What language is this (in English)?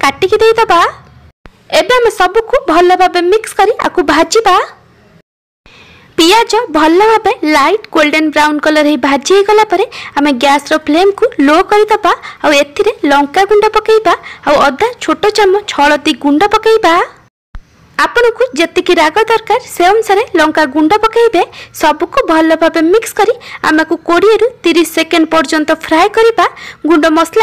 Odia